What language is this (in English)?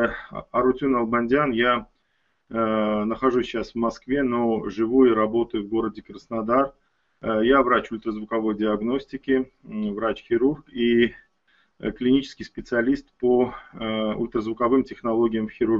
Russian